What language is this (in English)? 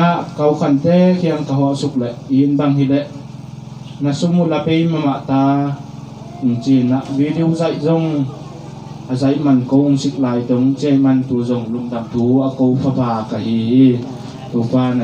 Tedim Chin